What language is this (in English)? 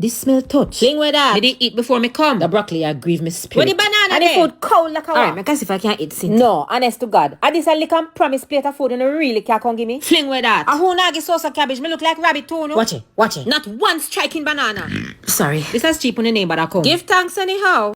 Jamaican Creole English